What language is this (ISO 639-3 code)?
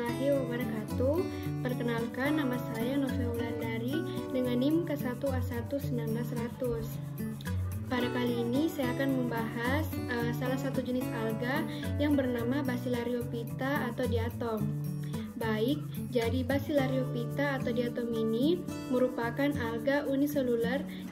ind